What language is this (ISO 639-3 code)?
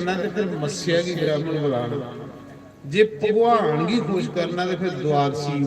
doi